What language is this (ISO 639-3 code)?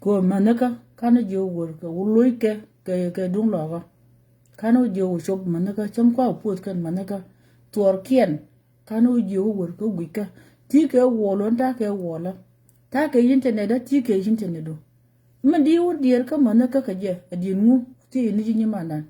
nus